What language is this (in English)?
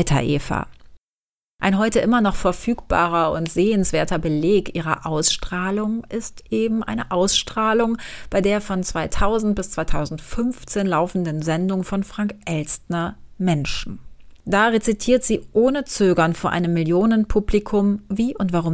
German